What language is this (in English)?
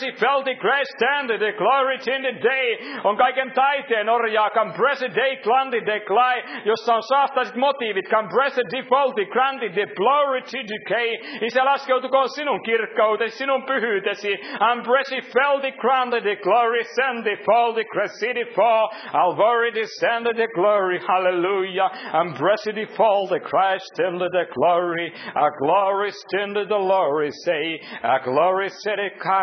Finnish